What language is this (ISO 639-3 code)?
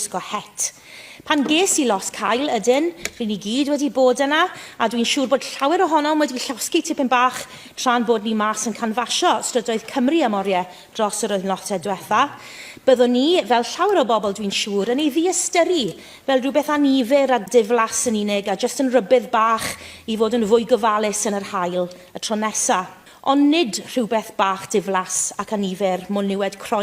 cym